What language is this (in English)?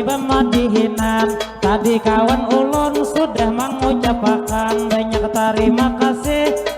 Banjar